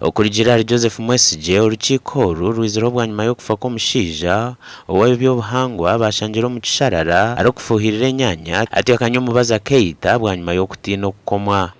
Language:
Nyankole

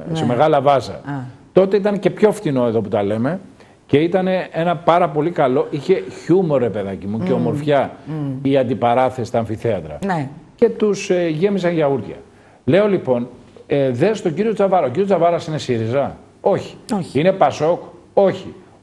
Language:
Greek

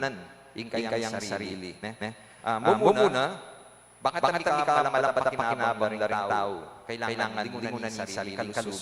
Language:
Pampanga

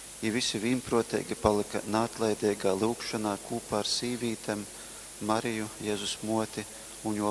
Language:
Latgalian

